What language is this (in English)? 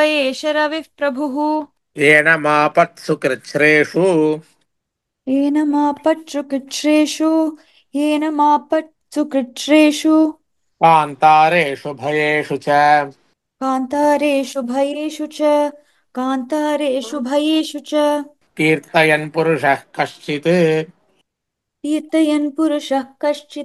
Sanskrit